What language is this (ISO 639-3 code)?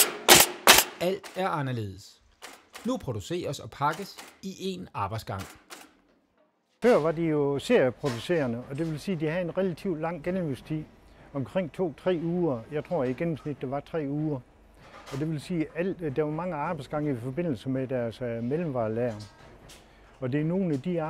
dan